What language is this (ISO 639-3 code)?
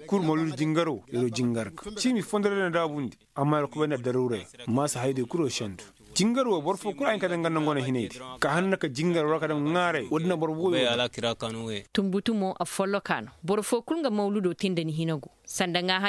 ses